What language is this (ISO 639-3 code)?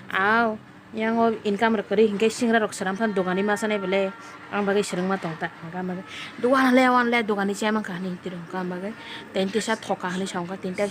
trp